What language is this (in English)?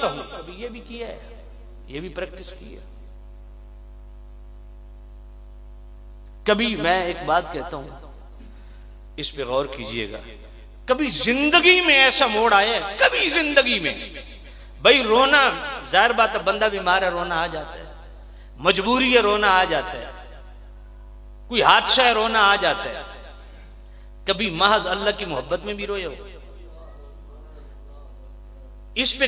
Urdu